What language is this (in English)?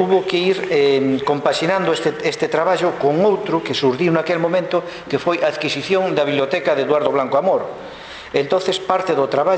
Galician